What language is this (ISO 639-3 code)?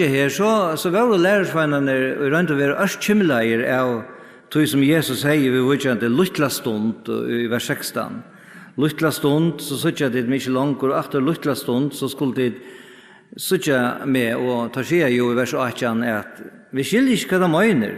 fao